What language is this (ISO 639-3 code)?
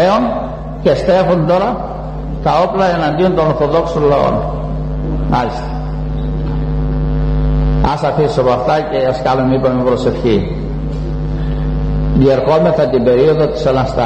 ell